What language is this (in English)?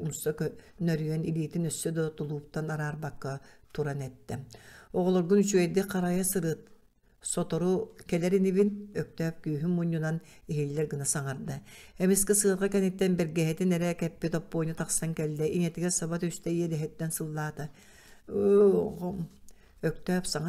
Yakut